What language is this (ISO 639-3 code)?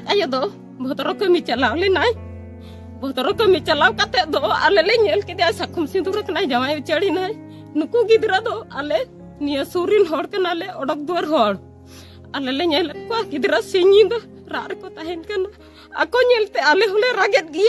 sat